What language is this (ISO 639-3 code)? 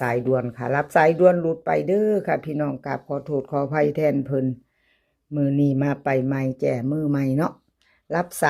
tts